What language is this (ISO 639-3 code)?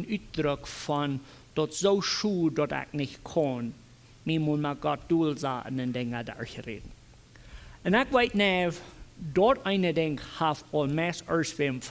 pdt